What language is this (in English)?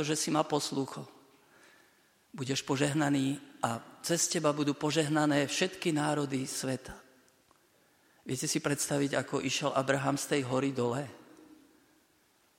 Slovak